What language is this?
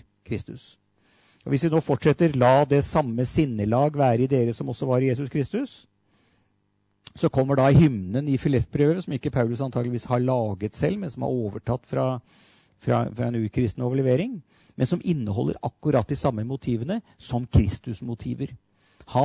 Norwegian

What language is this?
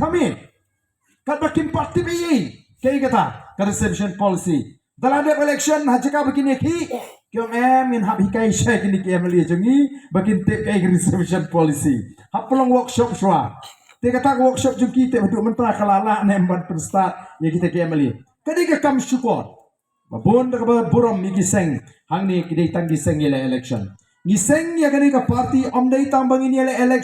Khasi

